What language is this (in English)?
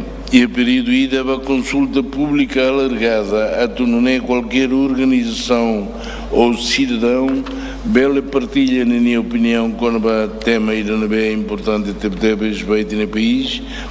Tetum